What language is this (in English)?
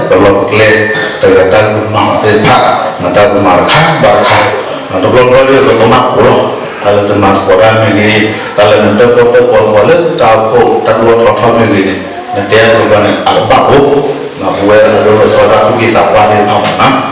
S'gaw Karen